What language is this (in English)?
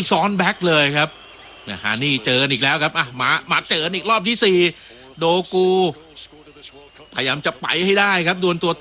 Thai